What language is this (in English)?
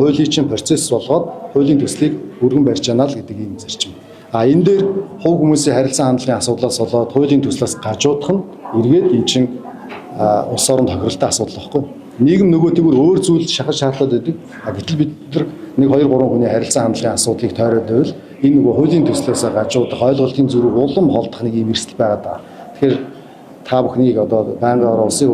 Mongolian